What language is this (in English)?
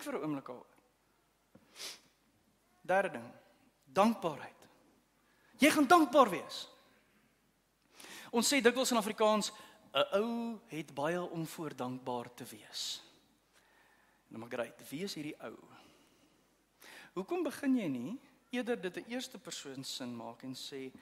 Afrikaans